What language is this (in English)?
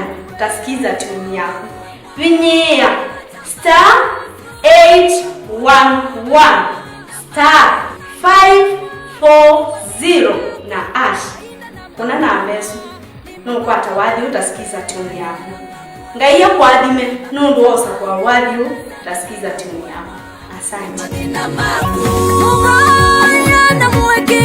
Kamba